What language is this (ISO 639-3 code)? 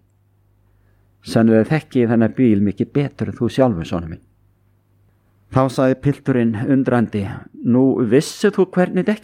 isl